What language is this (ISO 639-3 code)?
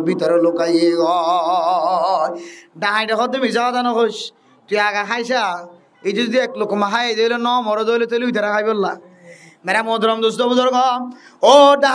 rhg